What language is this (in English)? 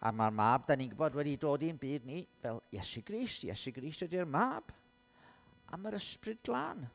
Welsh